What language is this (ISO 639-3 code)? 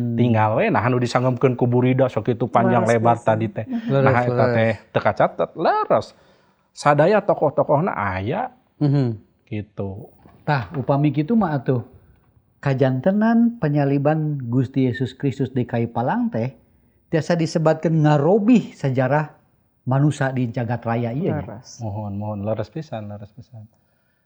sun